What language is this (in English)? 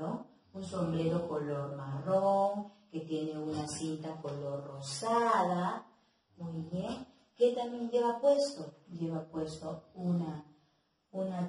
Spanish